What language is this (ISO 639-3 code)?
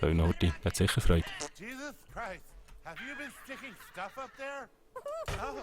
gsw